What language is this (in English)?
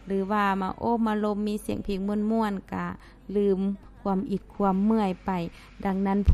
Lao